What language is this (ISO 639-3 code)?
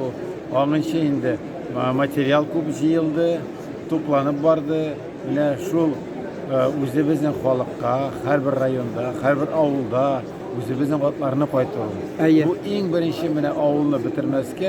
tat